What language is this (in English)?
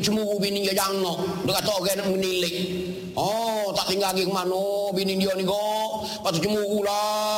Malay